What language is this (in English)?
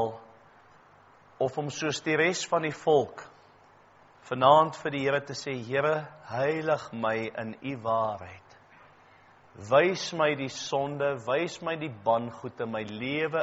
Afrikaans